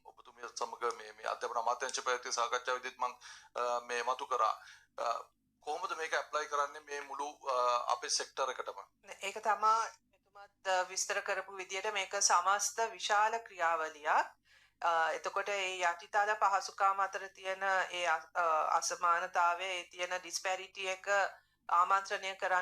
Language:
Sinhala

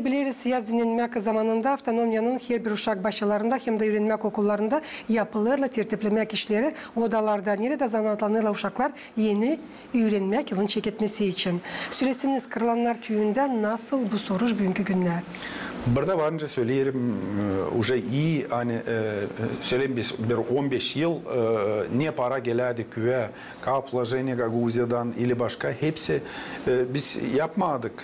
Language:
Gagauz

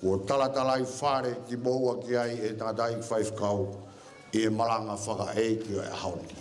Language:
Tongan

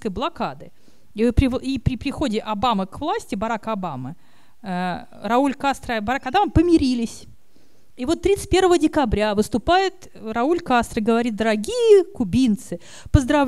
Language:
Russian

